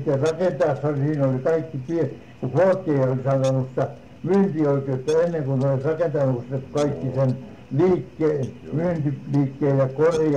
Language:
Finnish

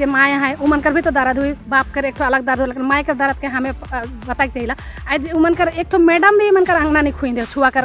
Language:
Sadri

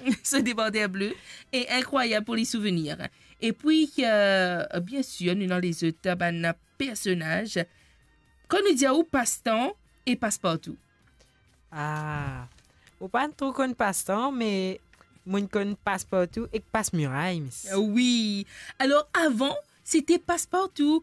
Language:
Morisyen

